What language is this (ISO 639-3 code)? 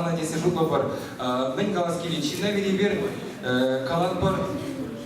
chv